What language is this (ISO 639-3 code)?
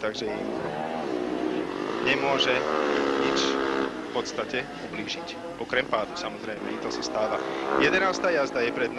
slk